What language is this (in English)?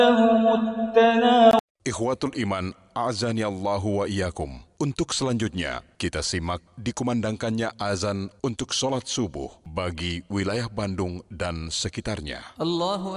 Indonesian